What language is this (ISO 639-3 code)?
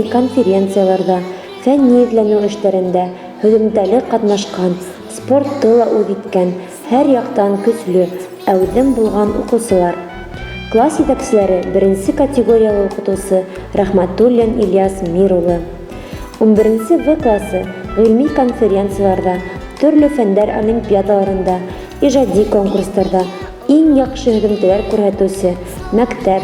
bak